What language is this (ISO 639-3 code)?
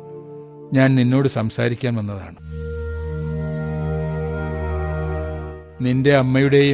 mal